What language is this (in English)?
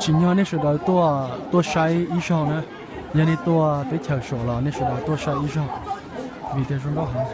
Hmong